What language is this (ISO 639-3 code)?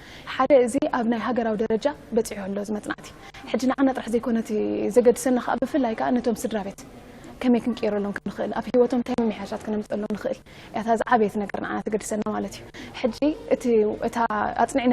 tir